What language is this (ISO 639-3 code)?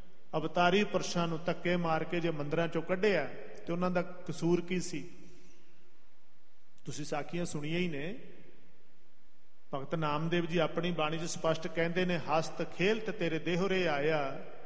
pan